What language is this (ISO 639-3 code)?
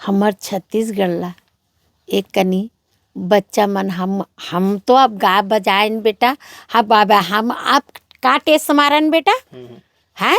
hne